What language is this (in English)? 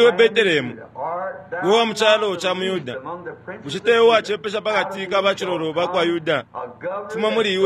Bemba